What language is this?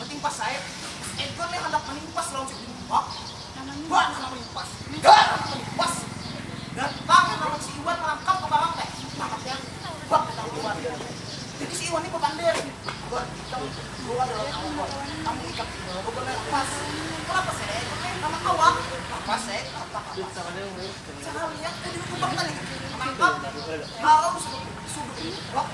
Banjar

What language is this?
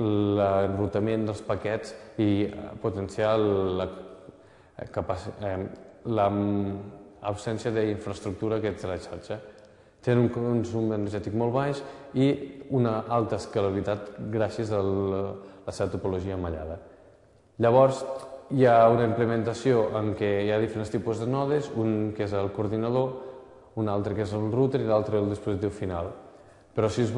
Catalan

